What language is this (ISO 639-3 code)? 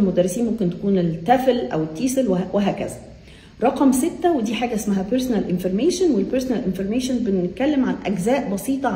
arz